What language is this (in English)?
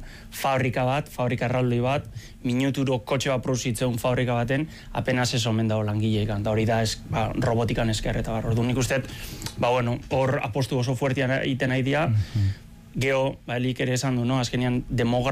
Basque